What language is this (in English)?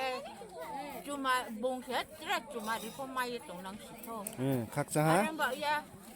Riang (India)